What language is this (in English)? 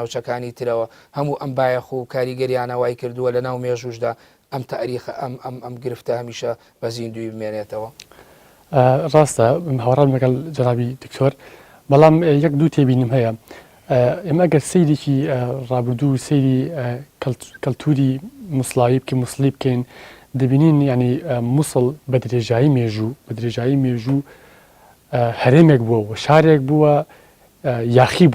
Central Kurdish